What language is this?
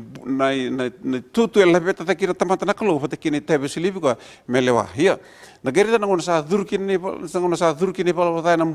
Fijian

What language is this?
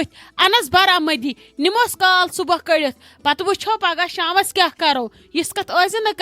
Kashmiri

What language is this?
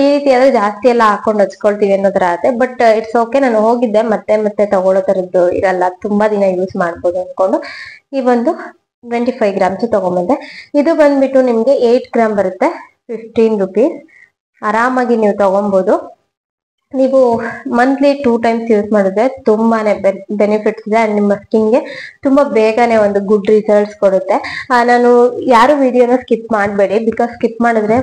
Kannada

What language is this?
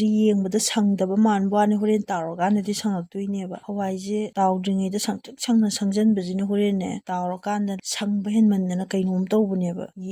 Manipuri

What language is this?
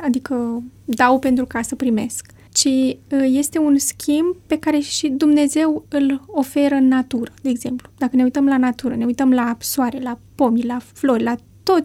Romanian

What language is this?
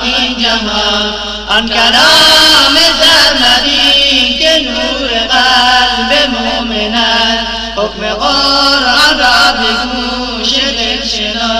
Persian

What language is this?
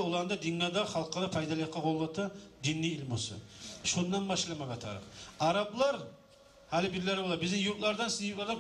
Kumyk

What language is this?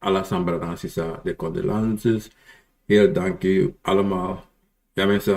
Sranan Tongo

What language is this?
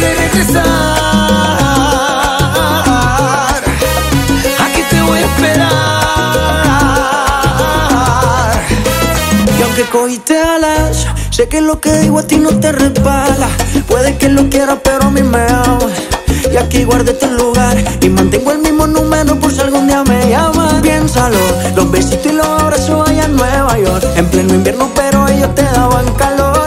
Spanish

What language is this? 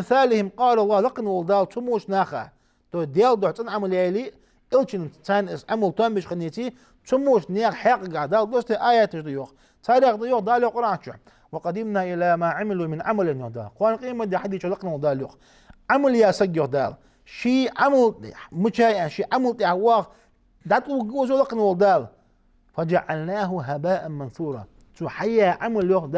Ingush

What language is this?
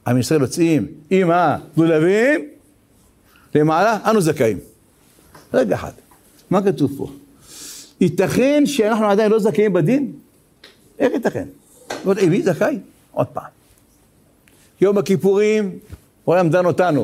Hebrew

